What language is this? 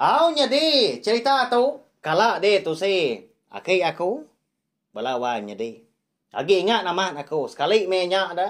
Iban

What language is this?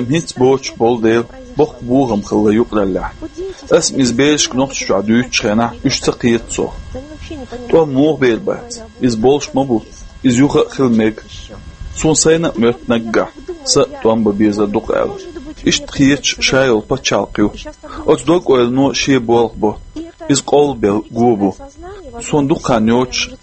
Chechen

